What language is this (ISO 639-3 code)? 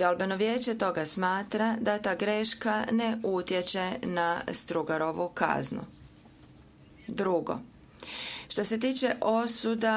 hrv